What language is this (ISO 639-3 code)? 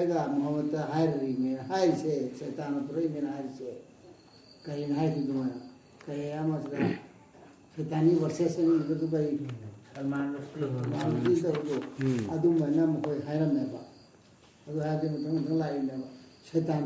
mni